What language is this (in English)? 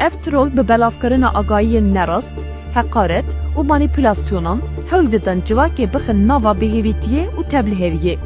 Kurdish